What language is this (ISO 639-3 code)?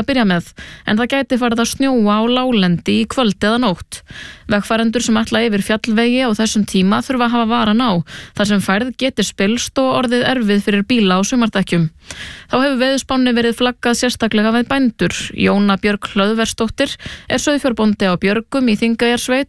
isl